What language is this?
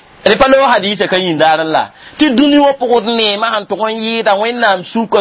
Mossi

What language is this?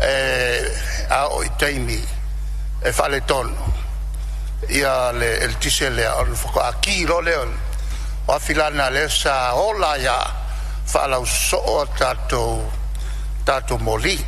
Samoan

